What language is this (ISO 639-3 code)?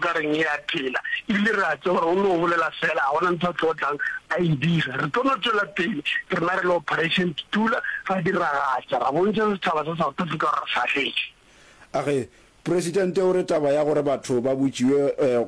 nso